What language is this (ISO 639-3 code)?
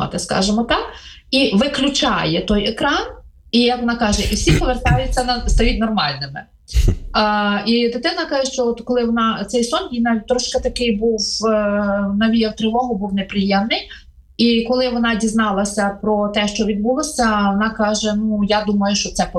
ukr